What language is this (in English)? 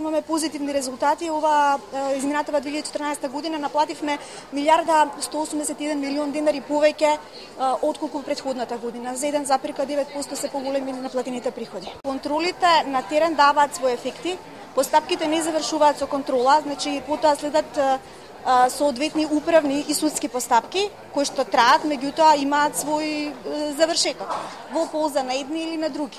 Macedonian